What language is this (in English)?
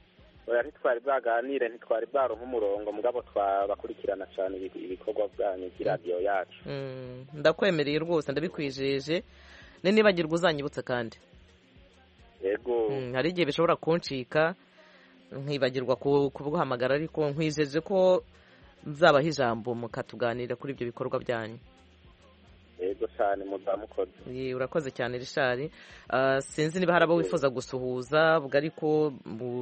Kinyarwanda